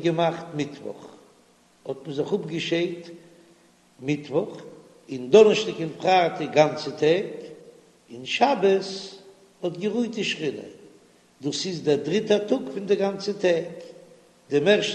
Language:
Yiddish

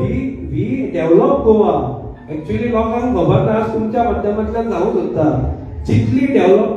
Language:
Konkani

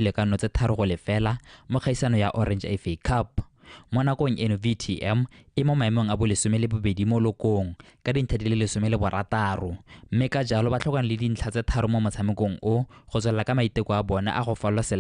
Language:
Tswana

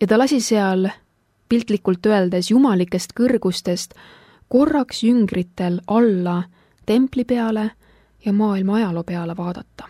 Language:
Estonian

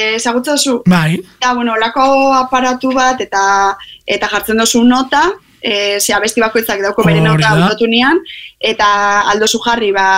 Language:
Basque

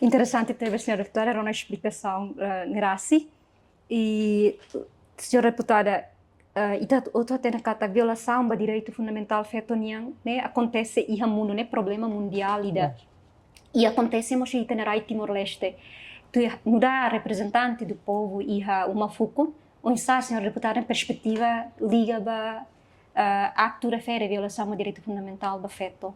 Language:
Tetum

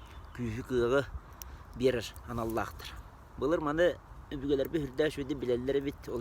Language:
Yakut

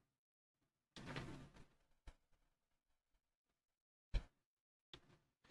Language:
Bangla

